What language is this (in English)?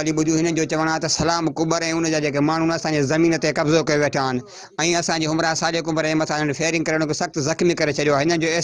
Sindhi